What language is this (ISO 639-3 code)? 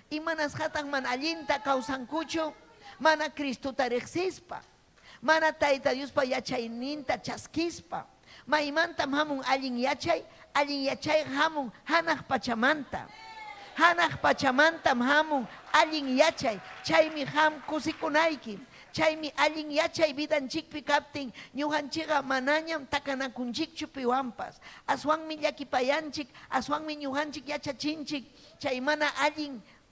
quy